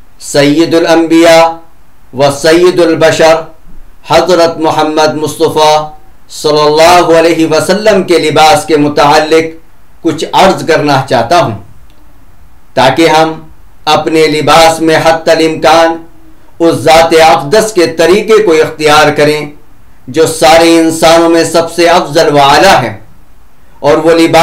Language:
Urdu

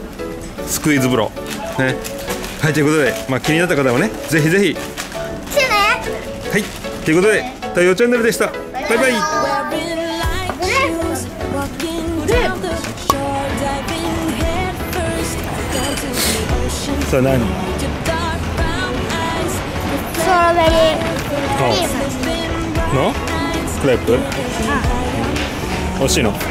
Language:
Japanese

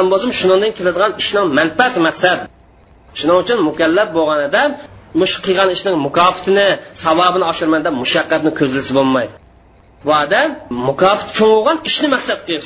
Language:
Uyghur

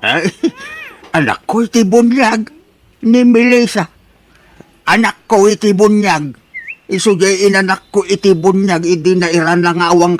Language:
Iloko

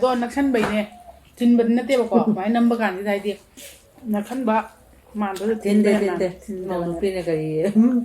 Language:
Manipuri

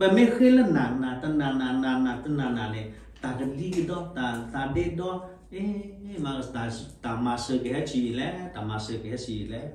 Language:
S'gaw Karen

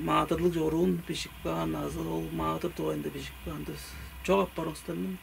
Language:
Tuvinian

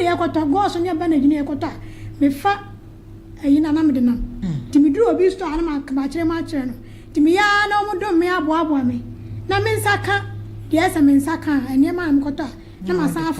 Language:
Akan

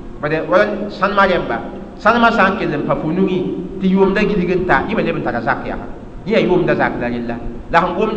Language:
Mossi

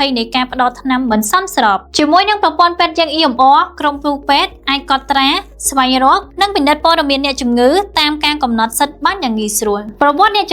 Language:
Khmer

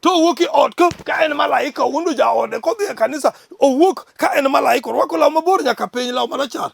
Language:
Luo (Kenya and Tanzania)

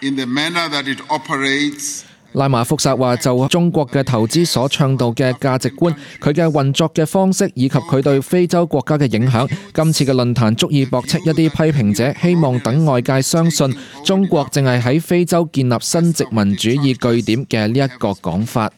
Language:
Cantonese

